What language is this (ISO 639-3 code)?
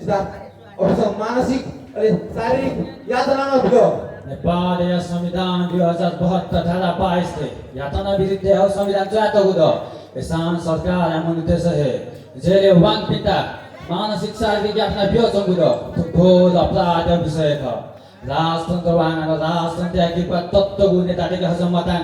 new